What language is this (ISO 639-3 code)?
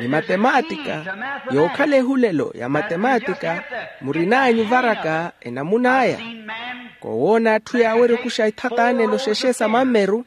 vmw